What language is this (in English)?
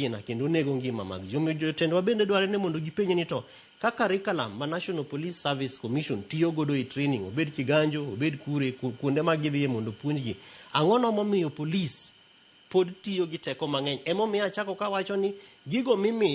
Luo (Kenya and Tanzania)